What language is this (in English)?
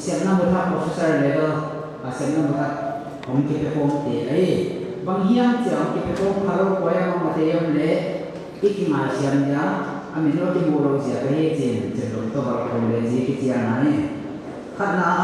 Paite Chin